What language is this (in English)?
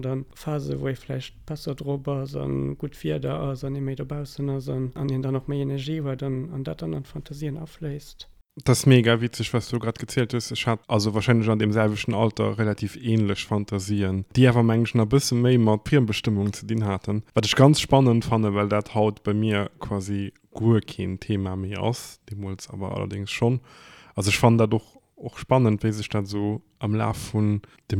Luxembourgish